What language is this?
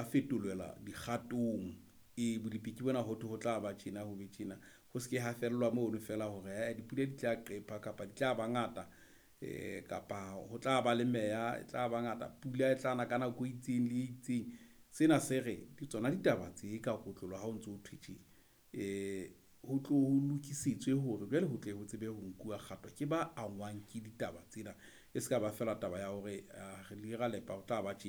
Southern Sotho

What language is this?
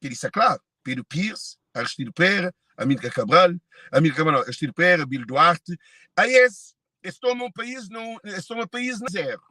Kabuverdianu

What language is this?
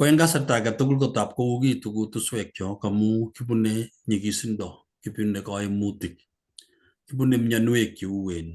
Kalenjin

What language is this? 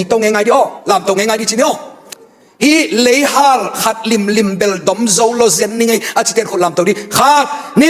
Tedim Chin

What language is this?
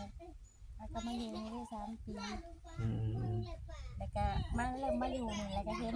Northeastern Thai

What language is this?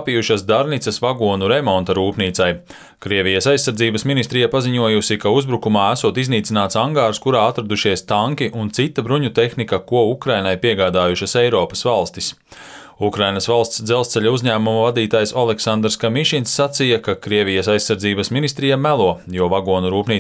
Latvian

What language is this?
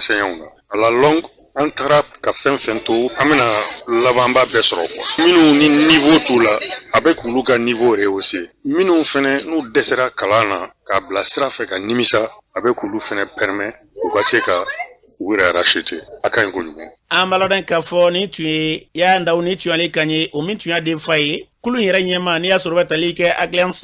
Bambara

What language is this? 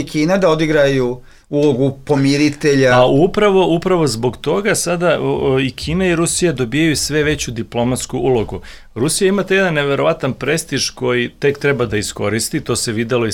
Serbian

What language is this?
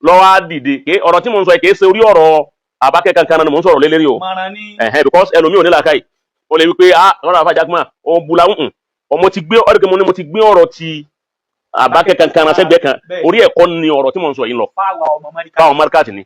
Yoruba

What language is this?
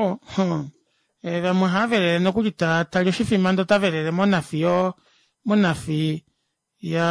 Kuanyama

